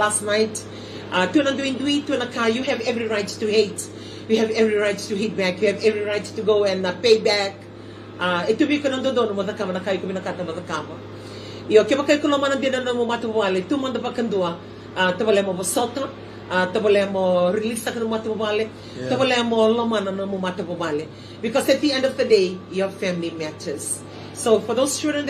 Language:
Fijian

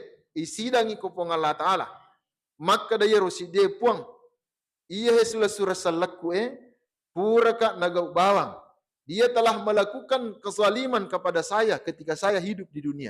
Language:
Buginese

